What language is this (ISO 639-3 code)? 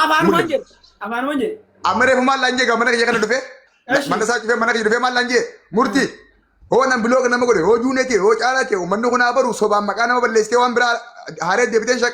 orm